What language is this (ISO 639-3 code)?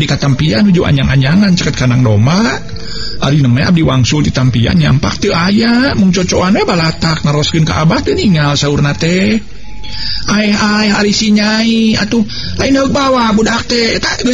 sun